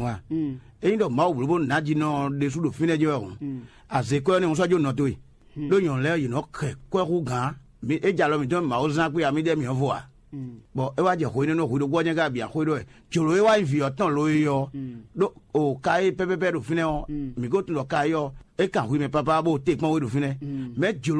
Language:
Fon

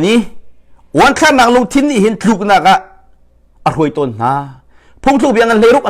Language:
Hakha Chin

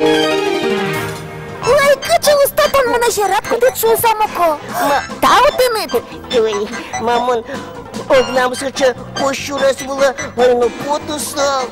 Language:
Udmurt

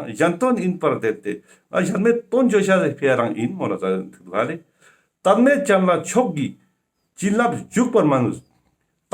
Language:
Ladakhi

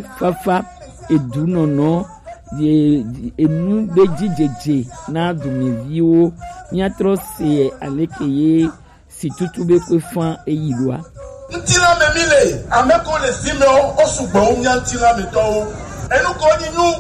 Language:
Gen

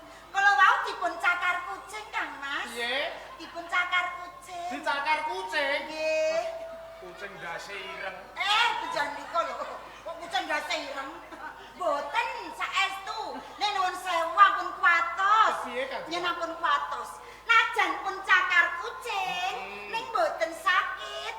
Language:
Javanese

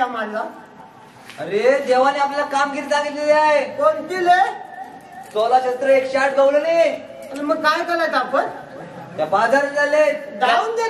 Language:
Marathi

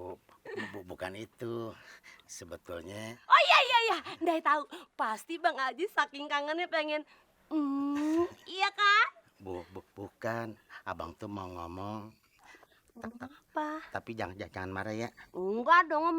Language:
Betawi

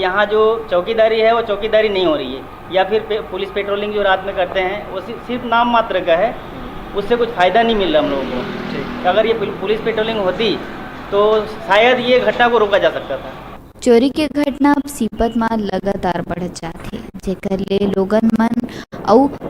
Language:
Chhattisgarhi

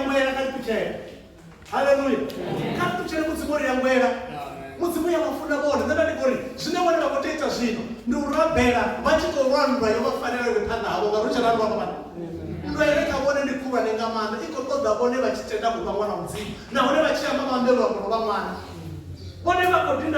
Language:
Venda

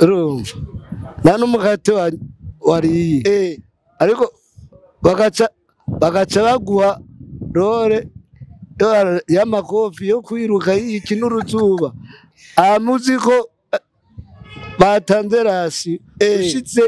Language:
Rundi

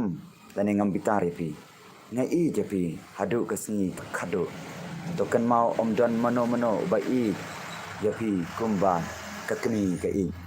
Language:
Khasi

